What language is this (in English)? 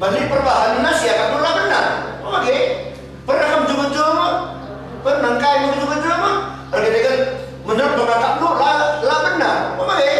Batak Karo